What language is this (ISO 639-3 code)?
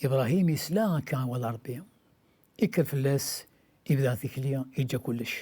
kab